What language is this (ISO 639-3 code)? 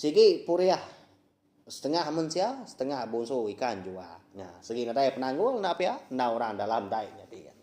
iba